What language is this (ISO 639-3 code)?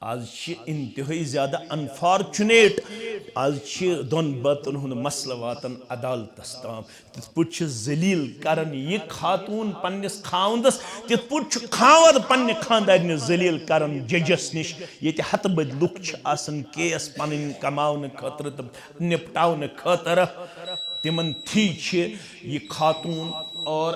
kas